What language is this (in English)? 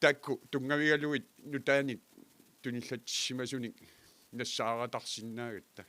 Kalaallisut